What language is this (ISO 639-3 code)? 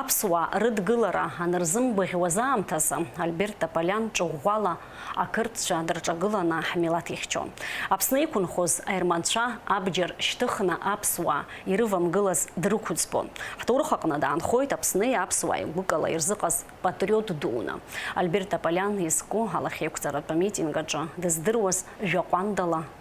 abk